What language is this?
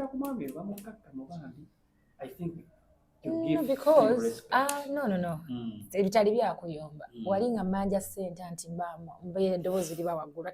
Ganda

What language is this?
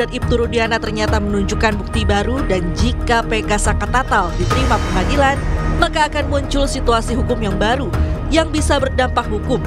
Indonesian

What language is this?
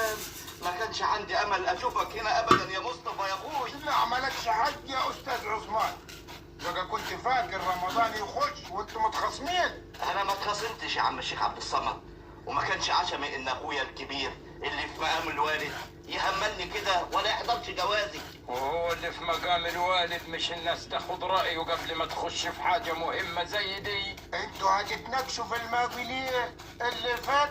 Egyptian Arabic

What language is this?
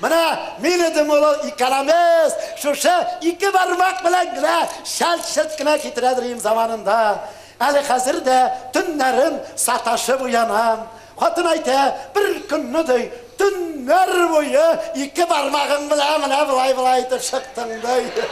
Tatar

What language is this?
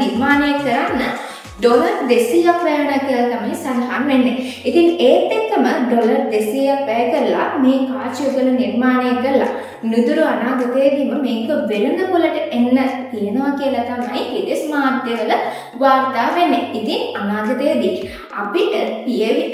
Sinhala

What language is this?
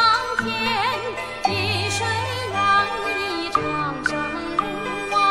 Chinese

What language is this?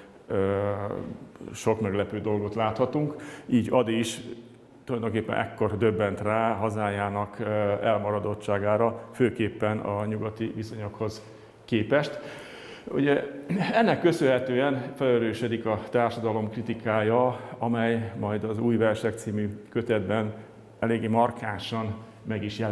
Hungarian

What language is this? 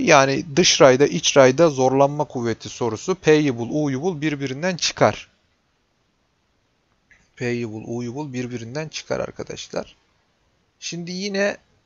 Turkish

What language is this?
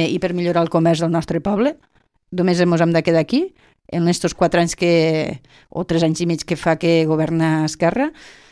Catalan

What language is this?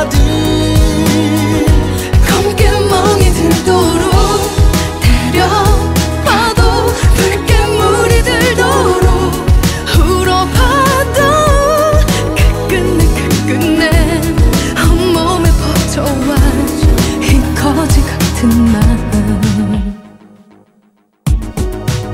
Korean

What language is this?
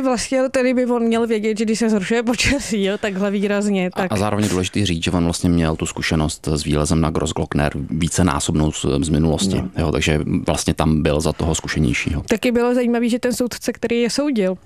Czech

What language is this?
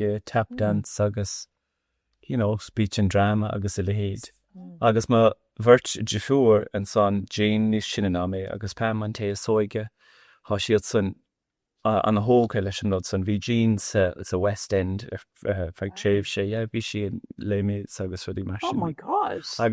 Irish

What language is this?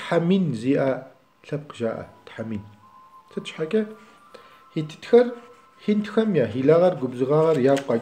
Kabardian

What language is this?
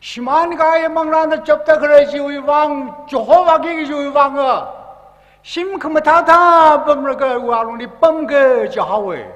Tangkhul Naga (India)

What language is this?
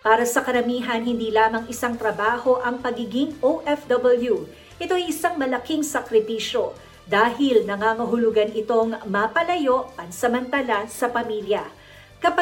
Filipino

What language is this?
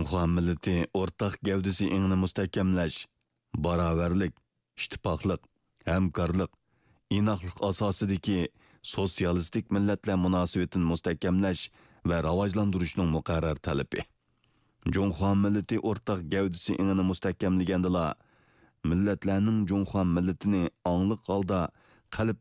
Uyghur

